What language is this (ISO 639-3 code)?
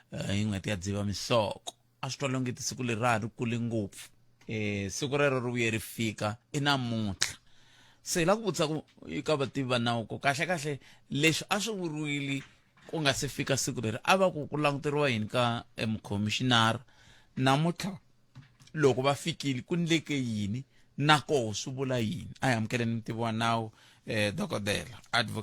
tso